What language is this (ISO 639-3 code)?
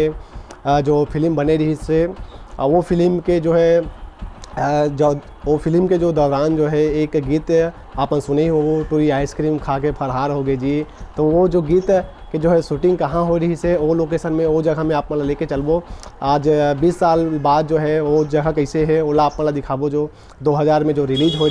hne